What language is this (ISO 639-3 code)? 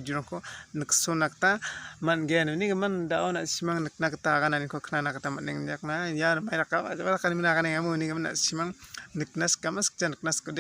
grt